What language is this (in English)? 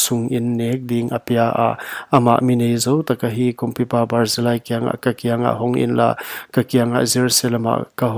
Paite Chin